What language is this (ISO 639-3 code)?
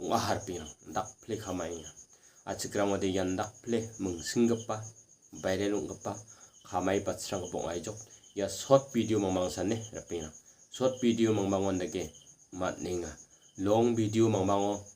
grt